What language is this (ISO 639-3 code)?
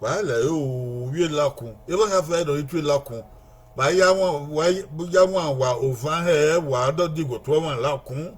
bin